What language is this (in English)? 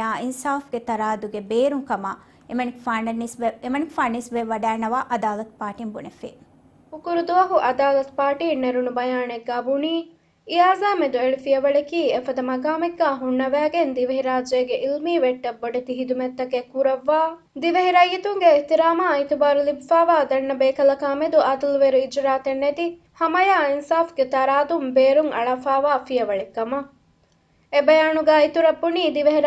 Divehi